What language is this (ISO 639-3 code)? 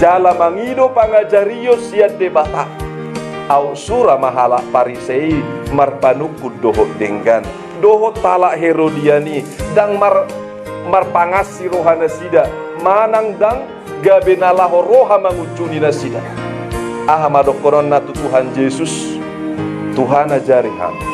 bbc